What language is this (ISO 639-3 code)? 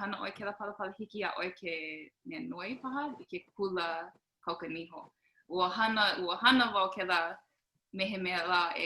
haw